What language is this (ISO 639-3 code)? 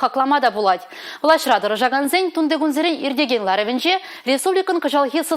chv